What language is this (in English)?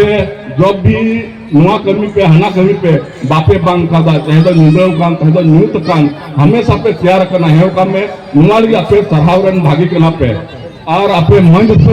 Santali